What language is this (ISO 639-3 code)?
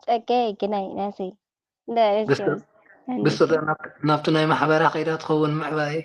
tir